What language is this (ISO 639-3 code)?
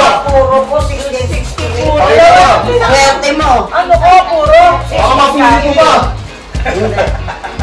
fil